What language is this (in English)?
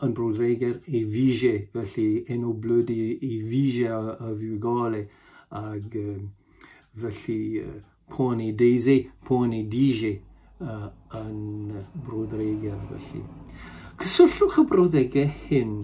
Welsh